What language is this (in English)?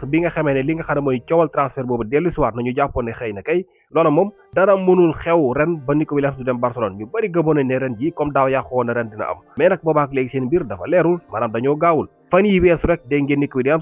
Wolof